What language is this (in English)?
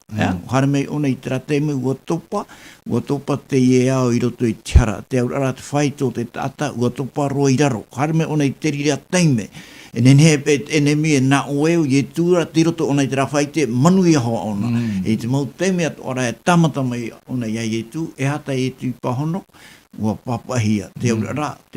Tahitian